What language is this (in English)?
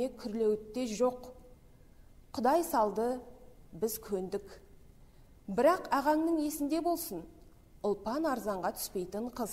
Kazakh